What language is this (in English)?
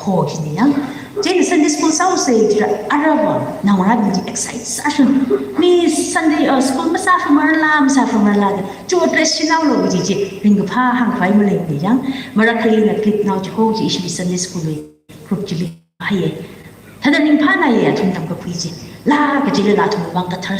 Tangkhul Naga (India)